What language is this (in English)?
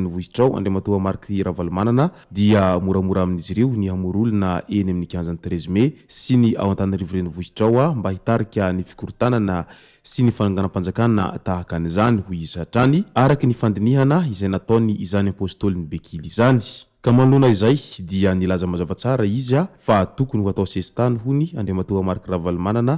Malagasy